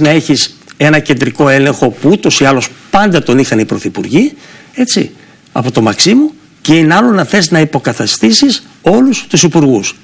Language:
Greek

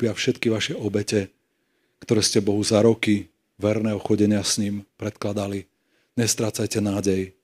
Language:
Slovak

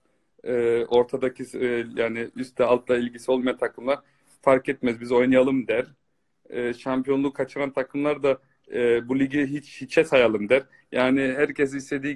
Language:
Turkish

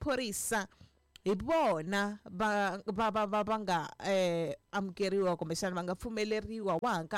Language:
Tsonga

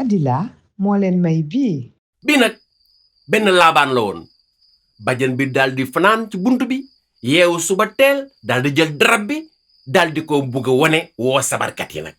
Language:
Wolof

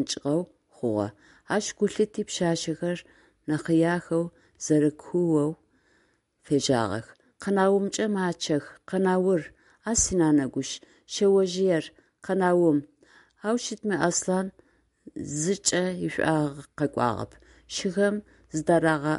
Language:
Adyghe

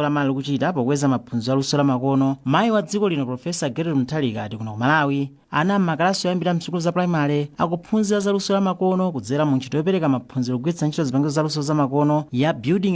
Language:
Nyanja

